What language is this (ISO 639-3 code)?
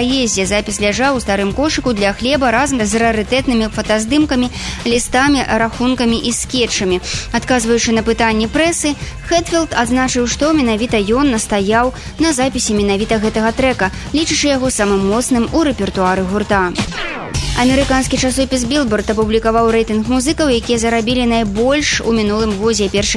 bel